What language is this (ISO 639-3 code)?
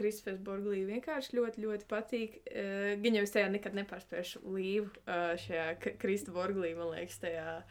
lav